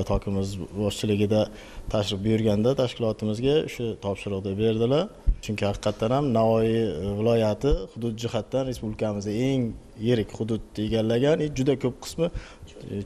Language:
Uzbek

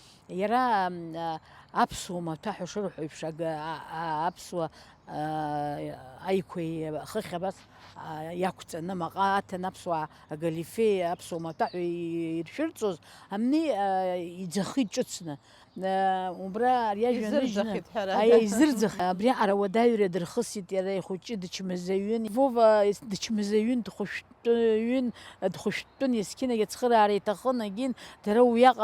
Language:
Abkhazian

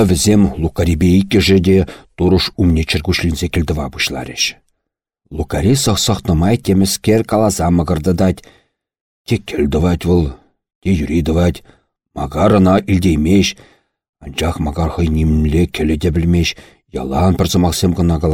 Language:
Chuvash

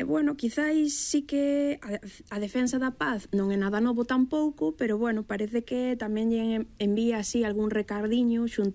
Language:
Galician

